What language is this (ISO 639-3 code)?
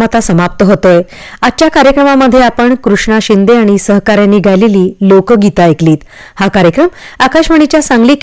mar